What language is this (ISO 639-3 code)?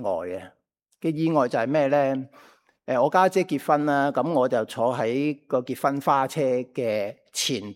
yue